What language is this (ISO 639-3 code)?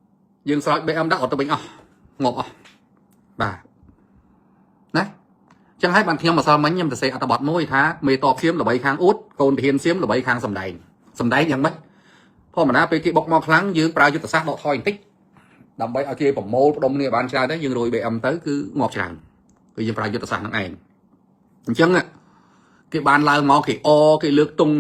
khm